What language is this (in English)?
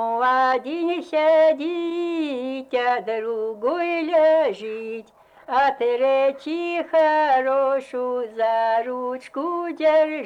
Belarusian